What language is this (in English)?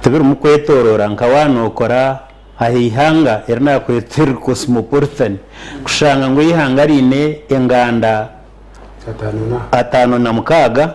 Nyankole